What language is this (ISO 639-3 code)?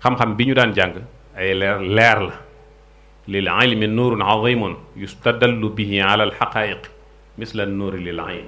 wol